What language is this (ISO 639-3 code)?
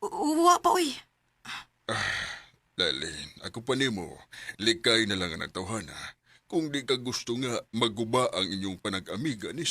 ceb